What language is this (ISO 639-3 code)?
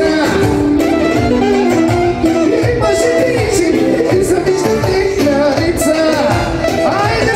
bul